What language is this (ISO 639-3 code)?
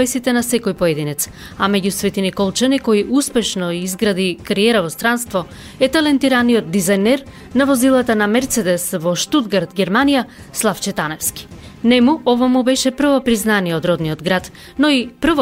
mkd